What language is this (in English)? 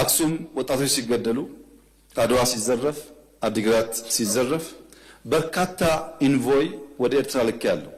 Amharic